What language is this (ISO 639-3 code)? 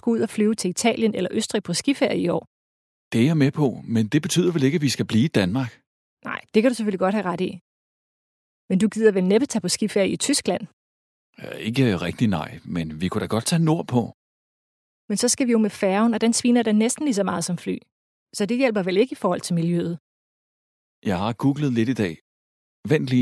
dan